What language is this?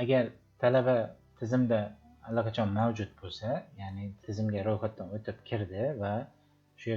Uzbek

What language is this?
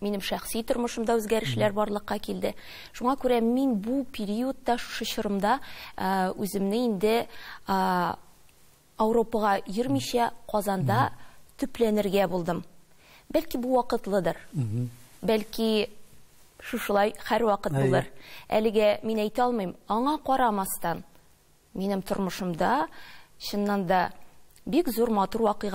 Tatar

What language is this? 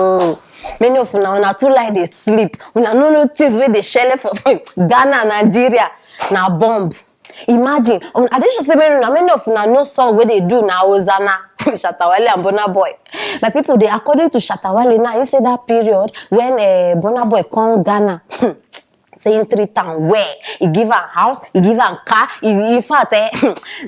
Nigerian Pidgin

